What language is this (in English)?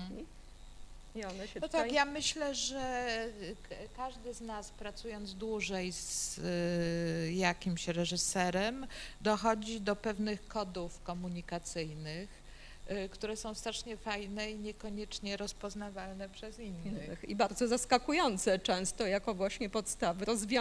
Polish